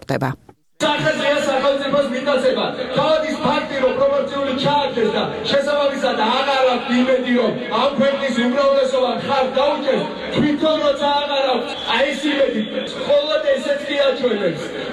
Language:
Georgian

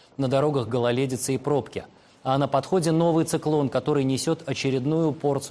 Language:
Russian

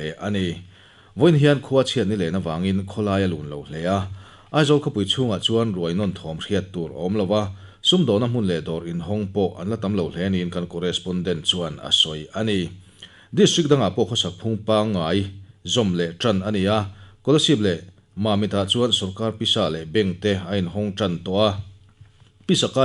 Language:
Mizo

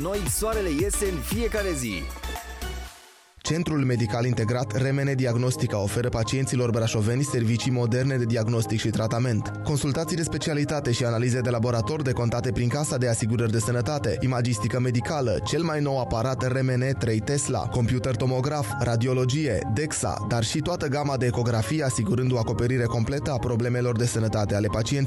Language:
Romanian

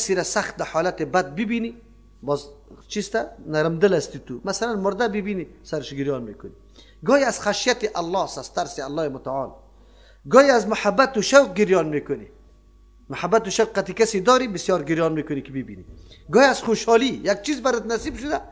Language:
Persian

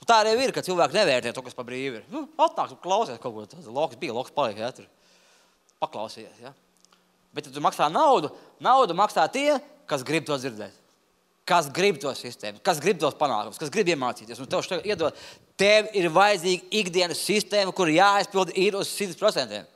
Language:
Latvian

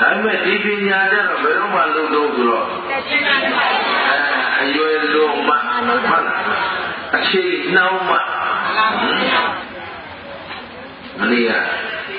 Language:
Burmese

